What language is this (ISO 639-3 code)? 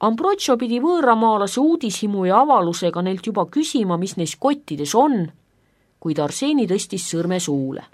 est